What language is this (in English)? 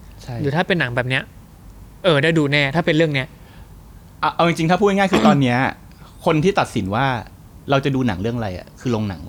Thai